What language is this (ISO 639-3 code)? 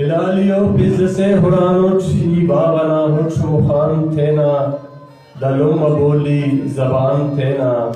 brh